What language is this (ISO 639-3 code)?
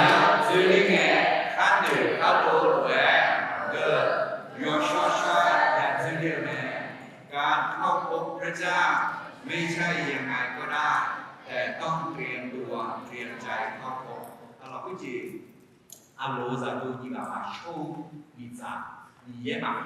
ahk